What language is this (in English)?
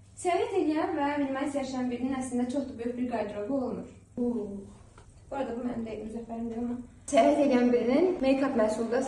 Azerbaijani